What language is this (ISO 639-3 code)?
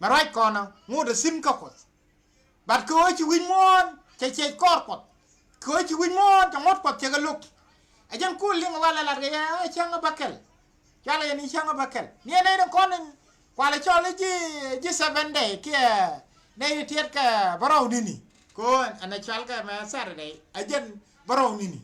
nus